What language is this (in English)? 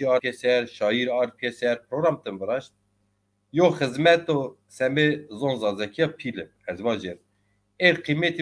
Zaza